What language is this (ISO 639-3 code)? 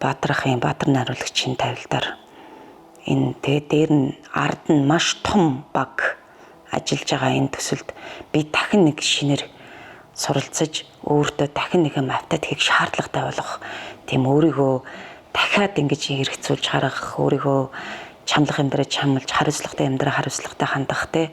mon